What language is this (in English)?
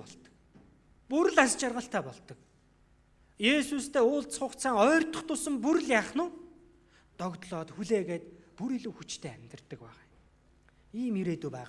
Mongolian